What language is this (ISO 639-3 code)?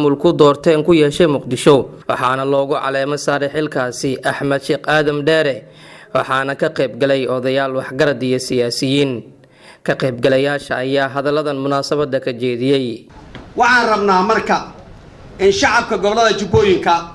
som